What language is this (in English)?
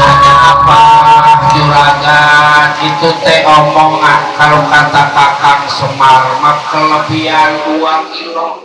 Betawi